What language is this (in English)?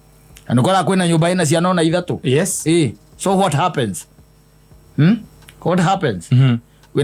Kikuyu